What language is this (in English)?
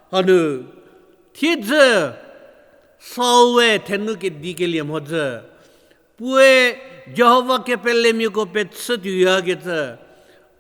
Angami Naga